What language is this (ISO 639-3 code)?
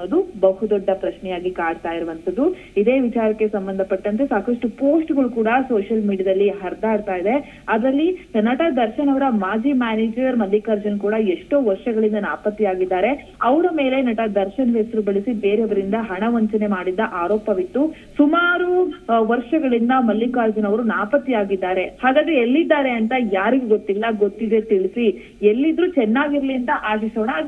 kan